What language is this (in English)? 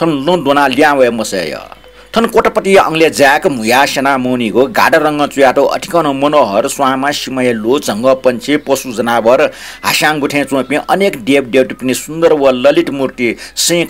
Newari